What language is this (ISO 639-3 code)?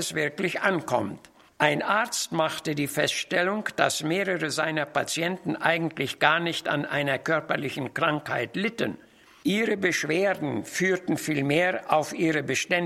deu